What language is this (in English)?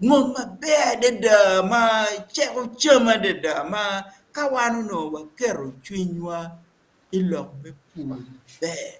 Acoli